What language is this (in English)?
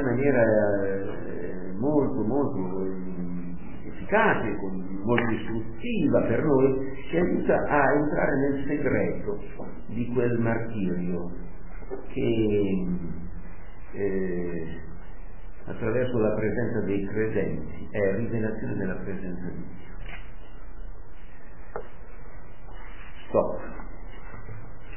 Italian